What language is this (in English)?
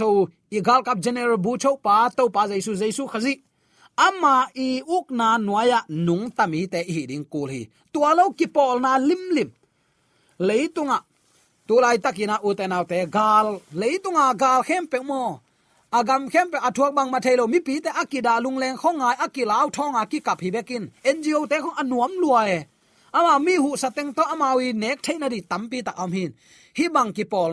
Tedim Chin